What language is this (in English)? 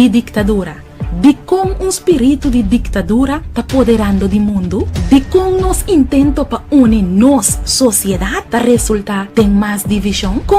Papiamento